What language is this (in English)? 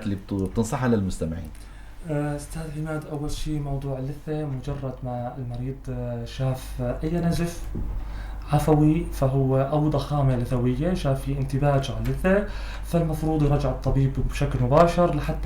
North Levantine Arabic